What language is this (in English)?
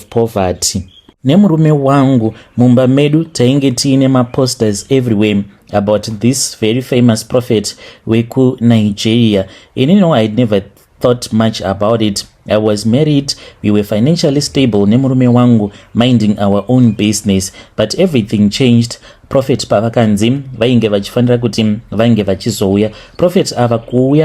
Shona